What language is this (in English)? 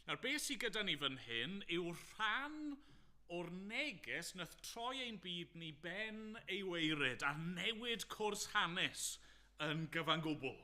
Welsh